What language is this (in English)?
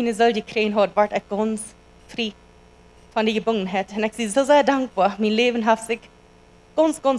Plautdietsch